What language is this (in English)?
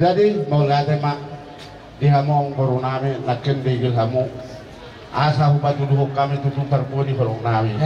Batak Toba